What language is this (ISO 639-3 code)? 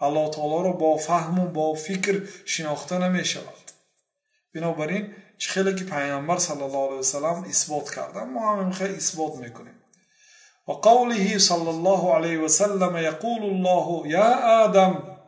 fas